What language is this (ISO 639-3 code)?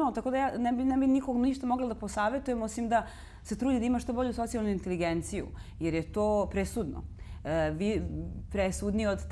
srp